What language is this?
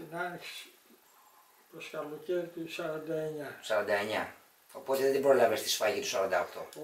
Greek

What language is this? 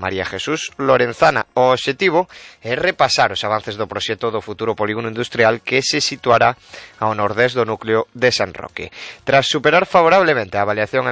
Galician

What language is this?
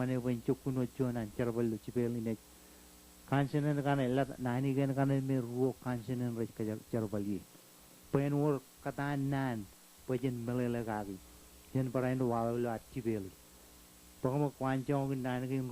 Marshallese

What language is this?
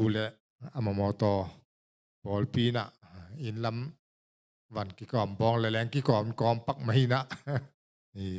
Tedim Chin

